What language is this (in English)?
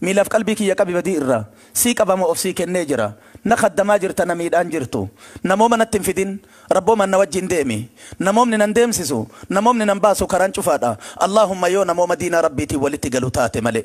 Oromo